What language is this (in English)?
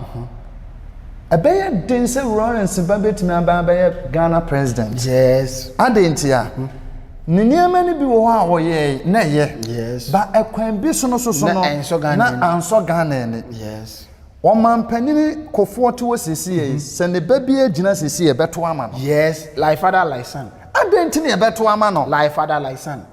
Akan